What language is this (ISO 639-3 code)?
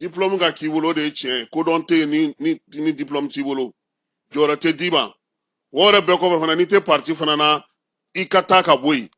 bam